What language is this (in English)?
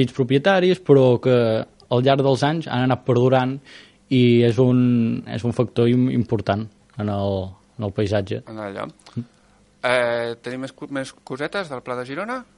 Catalan